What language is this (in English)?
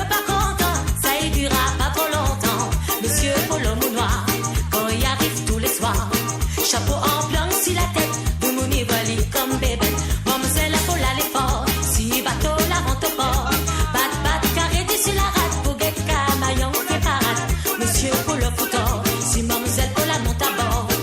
Morisyen